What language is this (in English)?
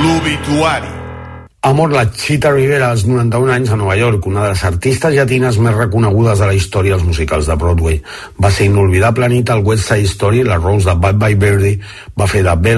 Catalan